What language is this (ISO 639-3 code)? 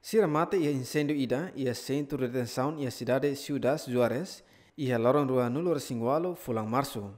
tet